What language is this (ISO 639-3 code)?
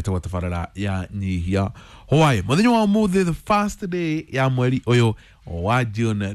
kik